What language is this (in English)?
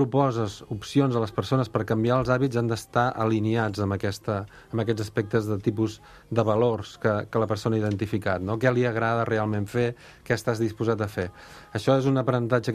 Catalan